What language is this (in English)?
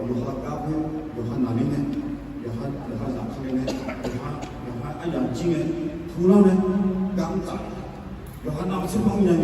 Akha